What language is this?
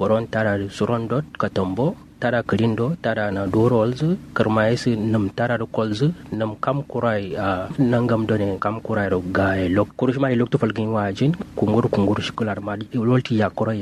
Kanuri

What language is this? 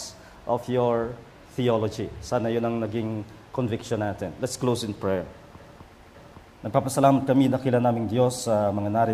Filipino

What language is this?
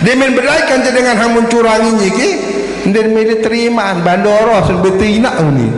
Sasak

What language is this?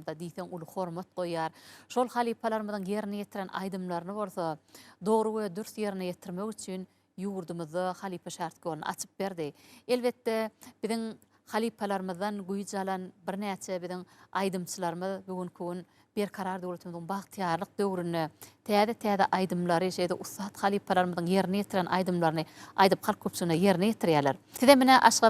Turkmen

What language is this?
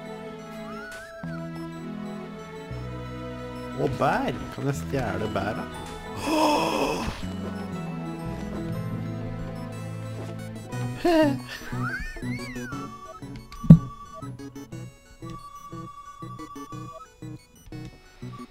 Norwegian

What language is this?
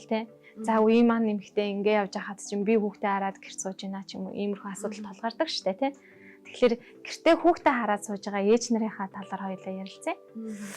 Mongolian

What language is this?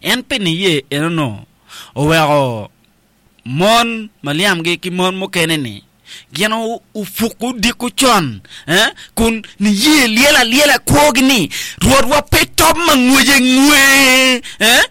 Acoli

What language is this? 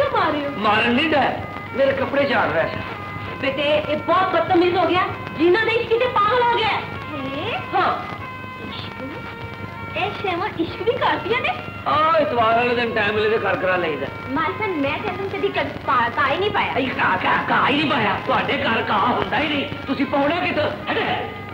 Hindi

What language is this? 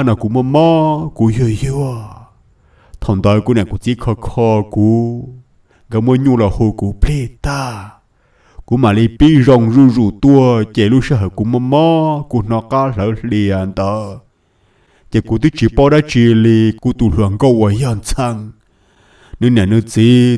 Hmong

